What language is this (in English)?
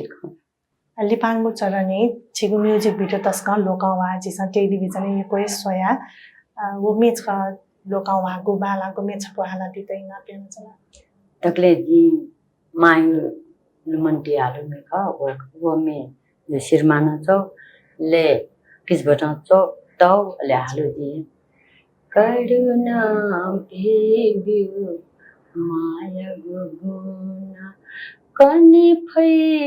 Newari